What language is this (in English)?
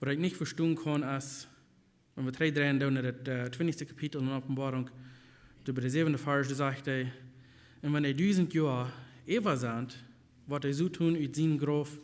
Plautdietsch